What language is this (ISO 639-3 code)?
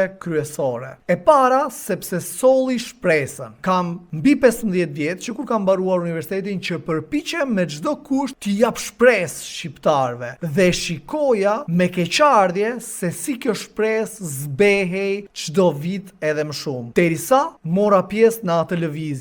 sqi